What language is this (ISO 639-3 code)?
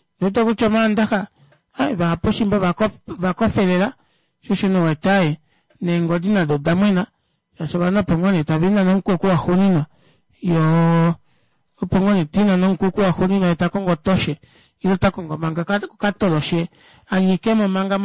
kua